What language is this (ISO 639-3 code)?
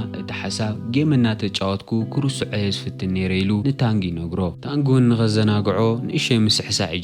tir